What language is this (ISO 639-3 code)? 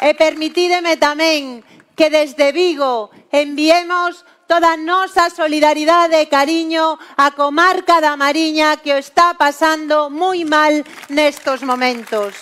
glg